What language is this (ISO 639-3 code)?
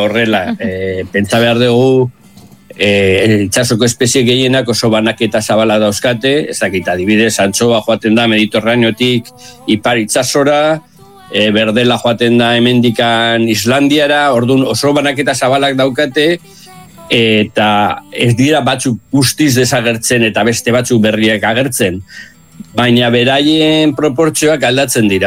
eus